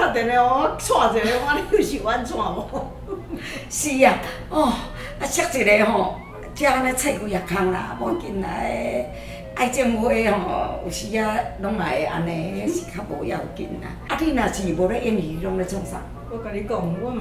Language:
Min Nan Chinese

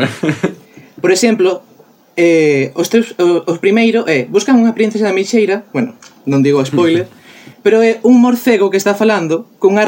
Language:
Galician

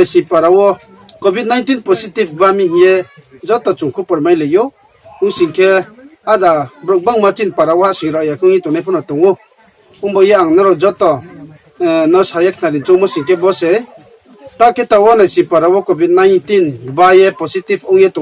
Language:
Riang (India)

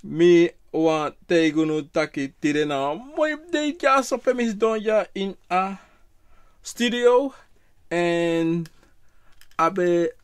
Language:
Sranan Tongo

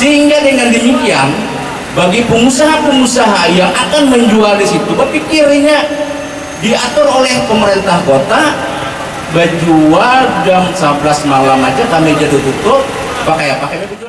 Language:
Banjar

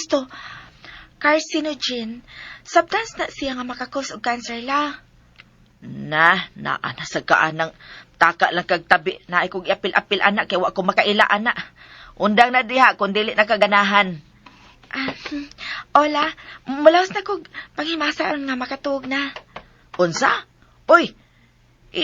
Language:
Cebuano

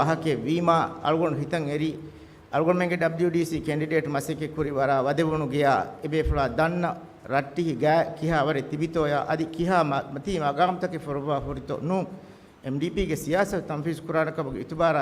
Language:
Divehi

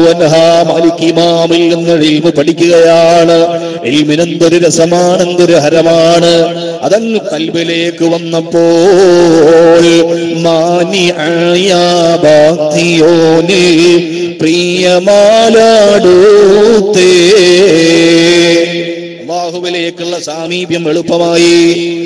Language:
Malayalam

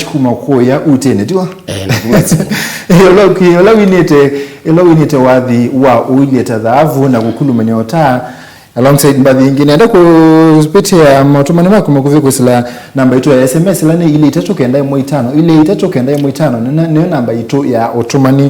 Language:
Kamba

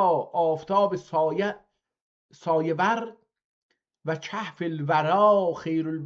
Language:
South Azerbaijani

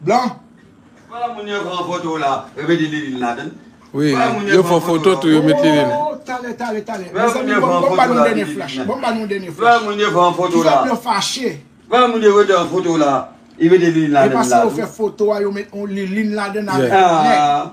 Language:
Haitian Creole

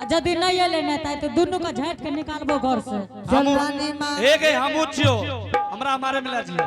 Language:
Angika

